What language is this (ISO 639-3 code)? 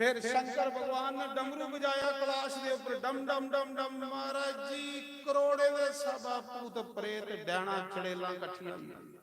doi